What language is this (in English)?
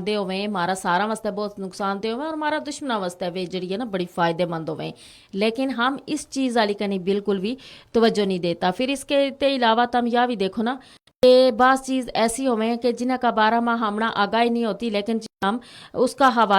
Gujari